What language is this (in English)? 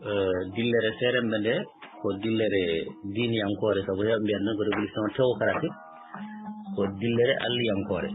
Fula